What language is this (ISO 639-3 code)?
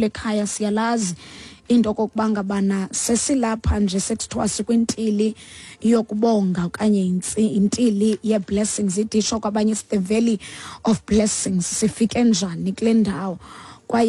xho